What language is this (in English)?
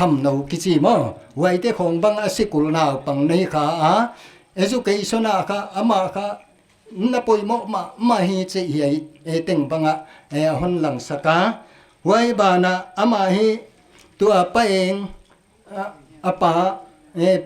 Paite Chin